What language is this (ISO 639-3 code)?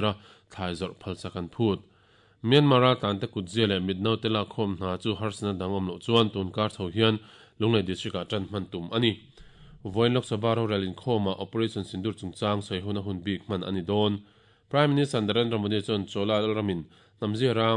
lus